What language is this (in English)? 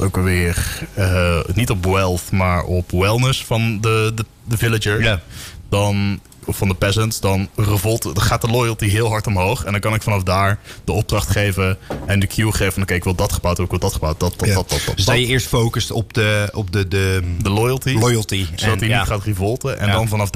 Dutch